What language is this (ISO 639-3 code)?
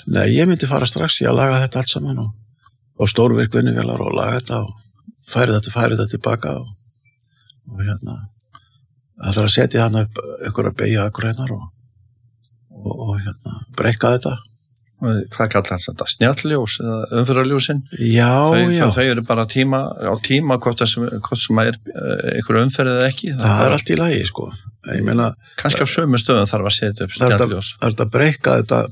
isl